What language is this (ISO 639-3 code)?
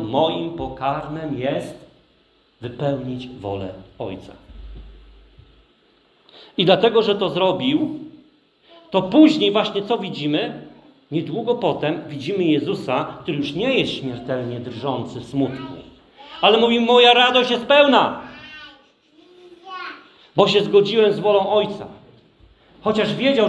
pol